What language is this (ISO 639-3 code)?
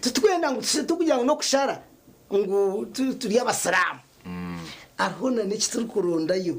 nyn